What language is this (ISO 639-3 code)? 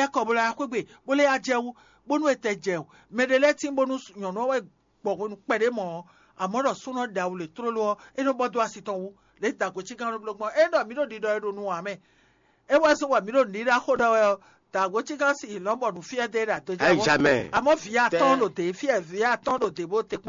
fon